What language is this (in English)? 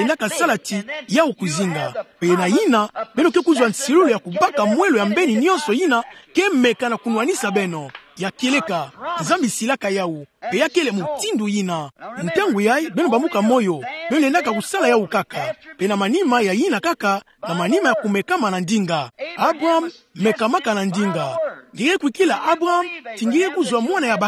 Kituba (Democratic Republic of Congo)